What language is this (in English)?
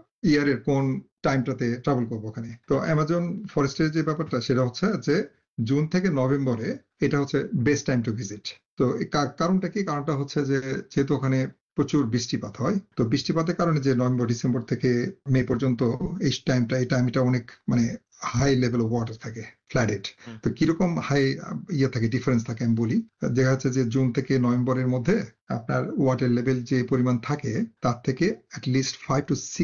Bangla